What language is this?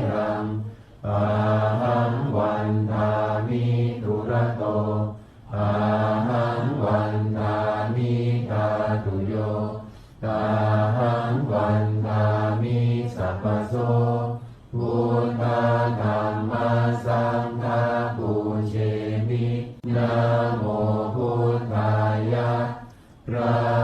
Pali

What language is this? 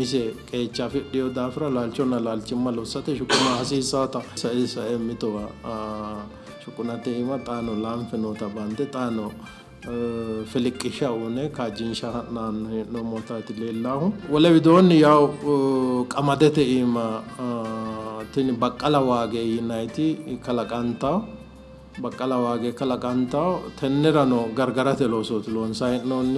Sidamo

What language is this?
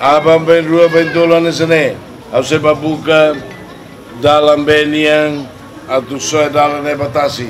Tetum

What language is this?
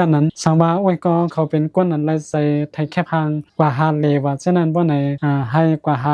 Shan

